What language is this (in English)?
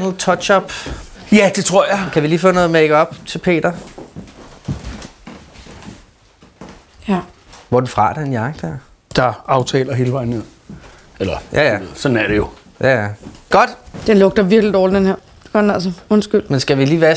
Danish